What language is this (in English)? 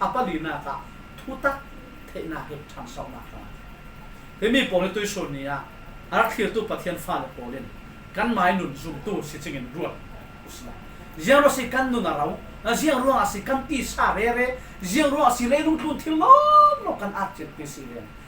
Falam Chin